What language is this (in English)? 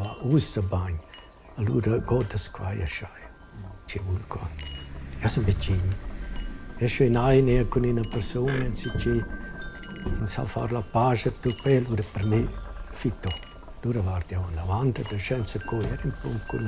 Romansh